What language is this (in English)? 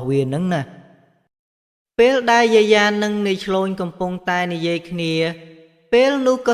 Khmer